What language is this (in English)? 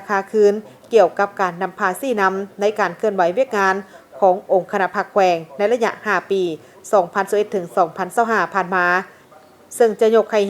Lao